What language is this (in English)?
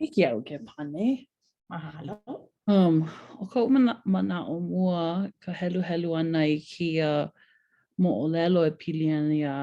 Hawaiian